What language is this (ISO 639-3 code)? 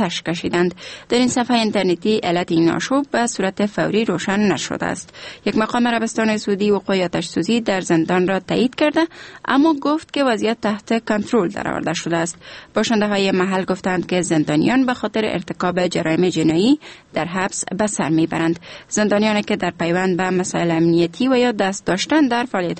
fas